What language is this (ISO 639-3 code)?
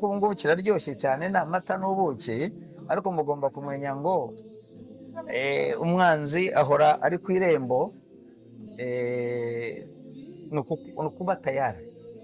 kin